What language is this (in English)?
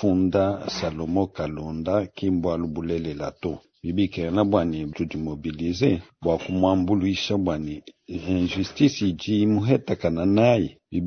Luba-Lulua